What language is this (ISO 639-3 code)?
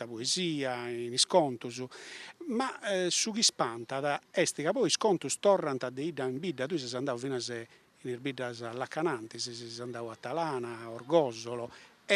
srd